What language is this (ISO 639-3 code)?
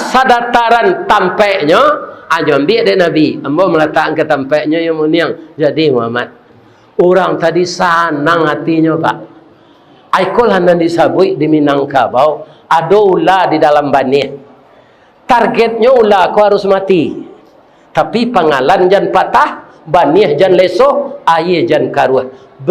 min